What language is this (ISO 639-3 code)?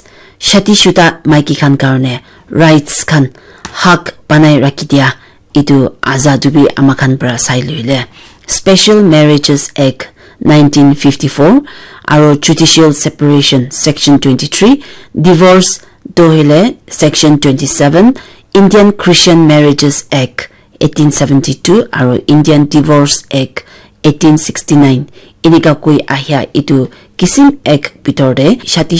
nag